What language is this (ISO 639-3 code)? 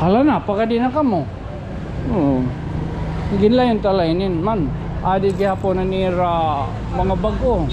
war